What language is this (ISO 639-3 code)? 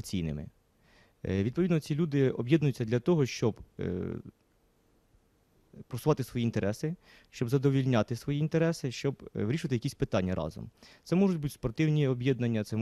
ukr